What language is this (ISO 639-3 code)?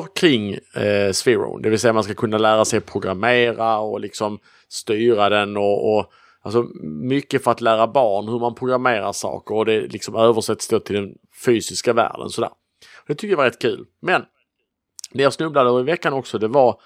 swe